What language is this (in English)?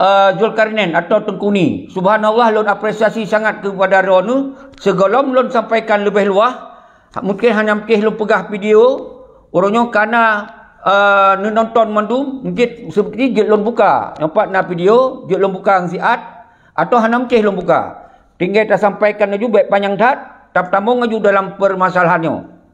Achinese